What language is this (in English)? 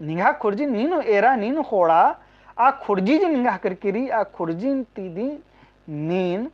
Kurukh